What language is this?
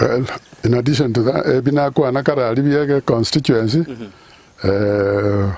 Gusii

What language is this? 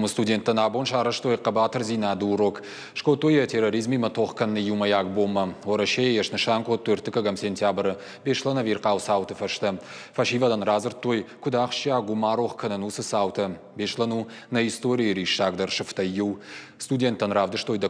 Ossetic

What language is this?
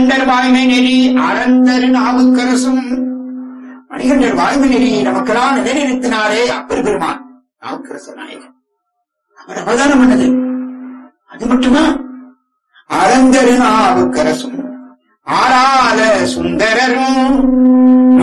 Tamil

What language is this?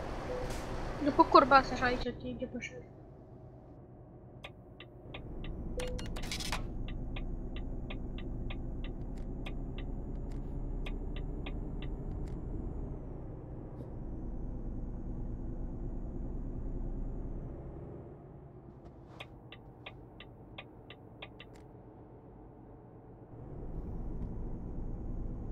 Romanian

